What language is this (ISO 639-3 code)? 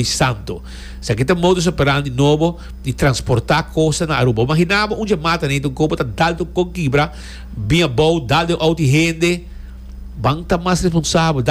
pap